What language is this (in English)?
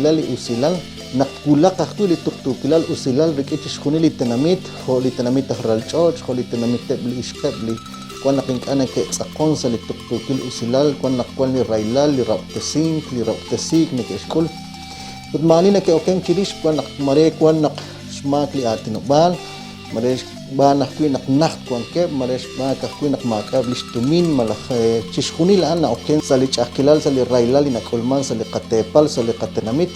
Kekchí